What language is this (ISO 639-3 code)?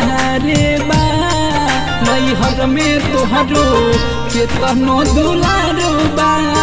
bho